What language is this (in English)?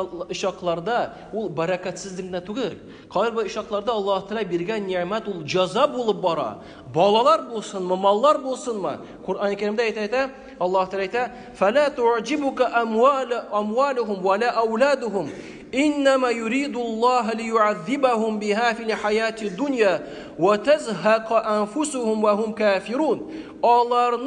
Tatar